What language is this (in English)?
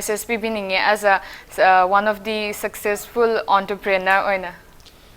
Manipuri